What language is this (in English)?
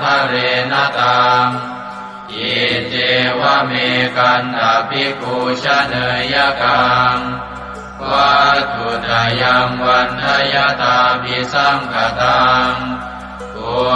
Pali